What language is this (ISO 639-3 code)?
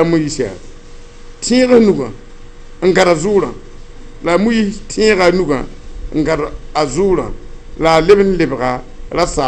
mos